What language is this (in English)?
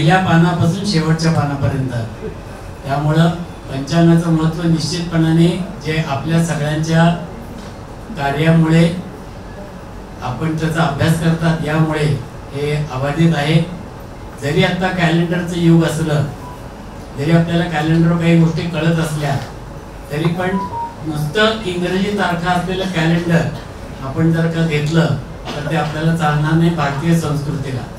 Marathi